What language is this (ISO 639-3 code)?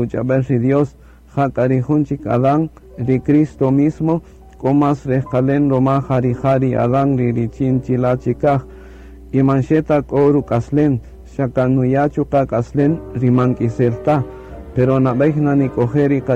cak